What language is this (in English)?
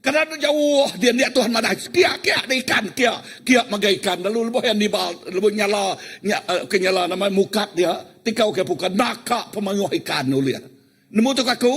Iban